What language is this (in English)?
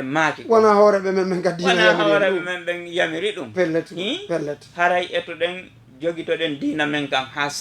Fula